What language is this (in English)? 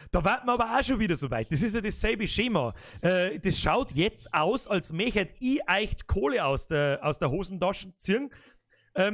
Bavarian